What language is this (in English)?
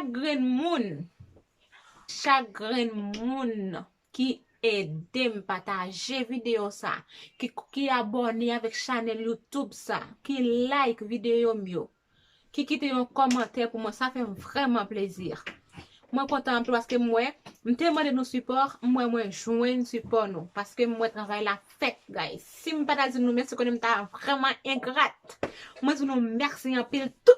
Haitian Creole